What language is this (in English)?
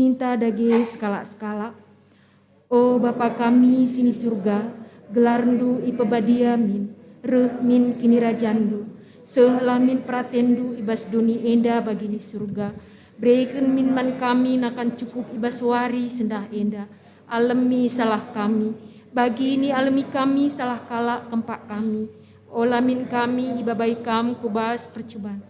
Batak Karo